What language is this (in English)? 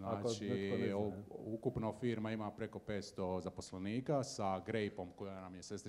Croatian